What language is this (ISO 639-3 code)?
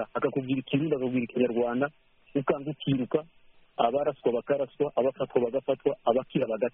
kin